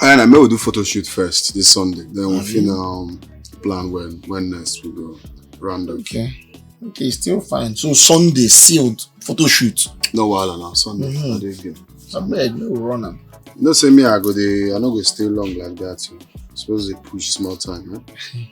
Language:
Nigerian Pidgin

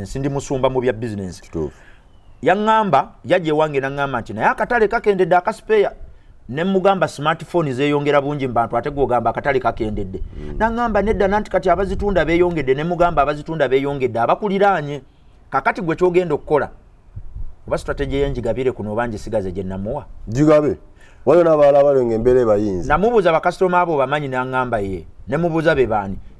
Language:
Ganda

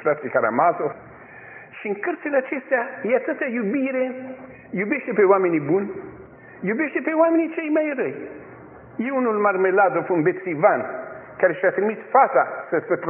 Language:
Romanian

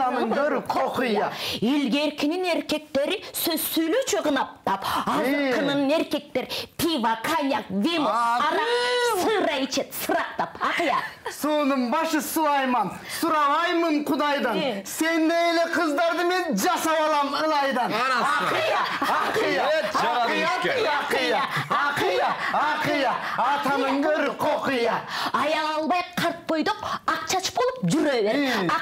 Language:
Kyrgyz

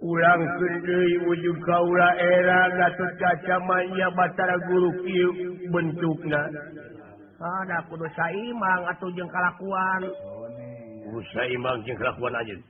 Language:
Sundanese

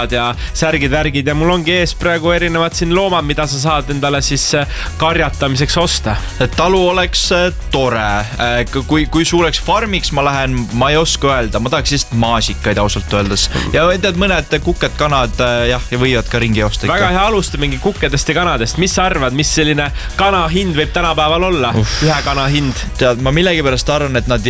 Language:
Estonian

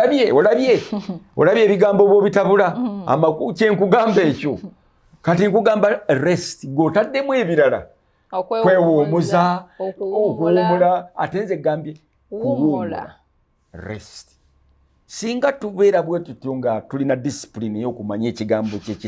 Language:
Ganda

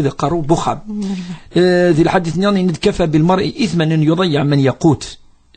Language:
Kabyle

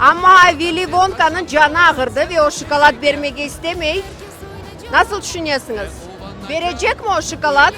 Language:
Crimean Tatar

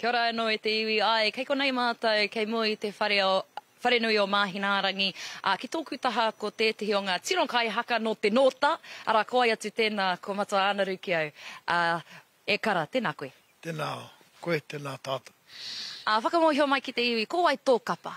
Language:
Māori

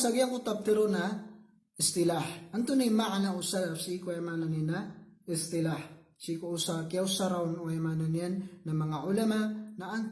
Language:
Maranao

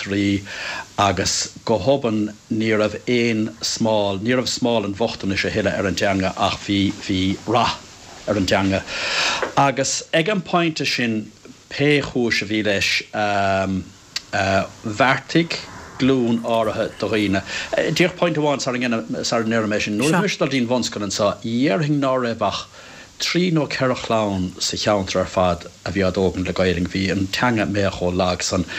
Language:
Irish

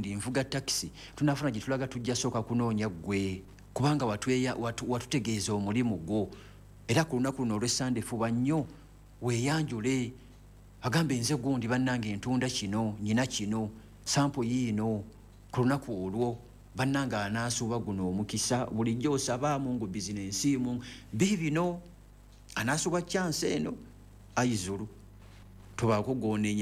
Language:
Ganda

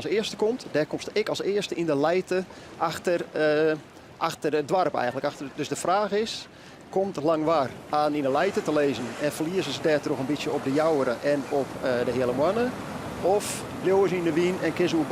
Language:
Western Frisian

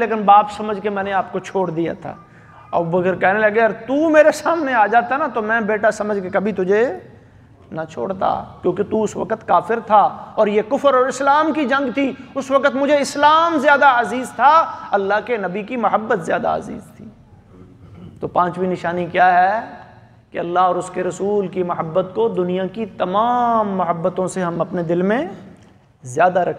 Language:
Urdu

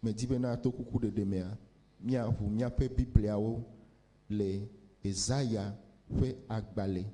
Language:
Ewe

